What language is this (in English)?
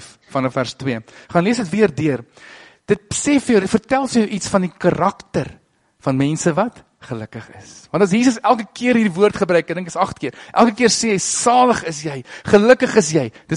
Afrikaans